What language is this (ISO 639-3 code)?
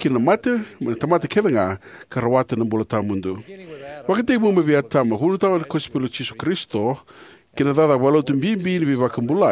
fij